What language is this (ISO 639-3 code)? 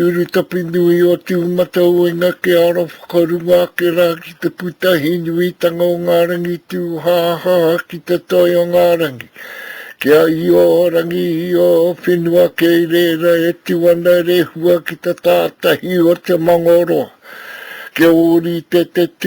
mri